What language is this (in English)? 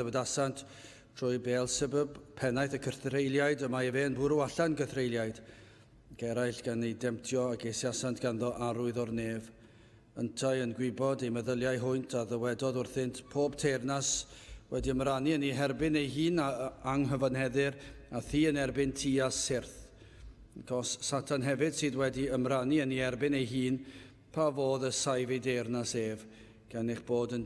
Welsh